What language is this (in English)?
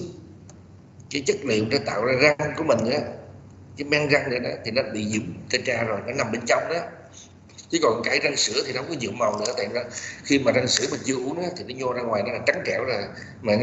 Vietnamese